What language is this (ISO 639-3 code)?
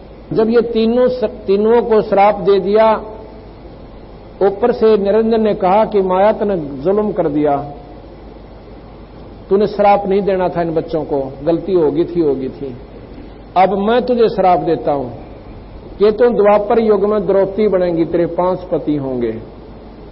hin